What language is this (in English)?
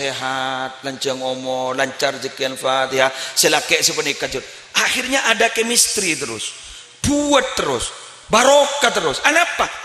Madurese